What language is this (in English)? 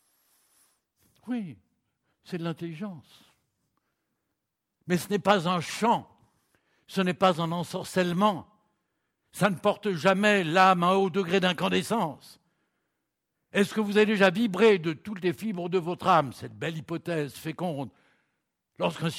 French